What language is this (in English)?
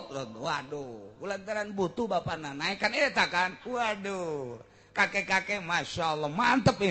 Sundanese